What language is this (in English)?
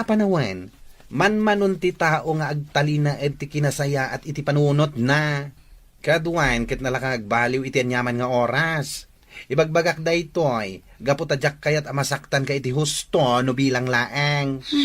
Iloko